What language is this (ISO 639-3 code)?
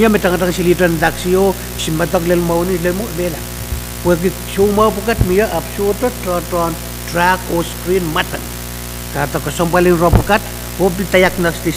pon